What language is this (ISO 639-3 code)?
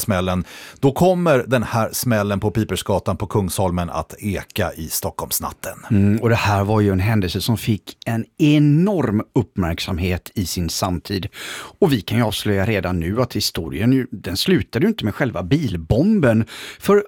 swe